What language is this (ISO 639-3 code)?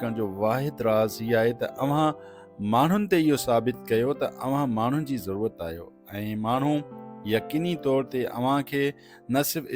snd